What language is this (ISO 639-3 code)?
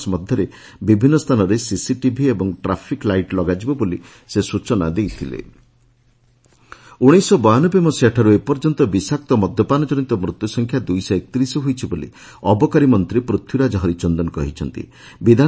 ori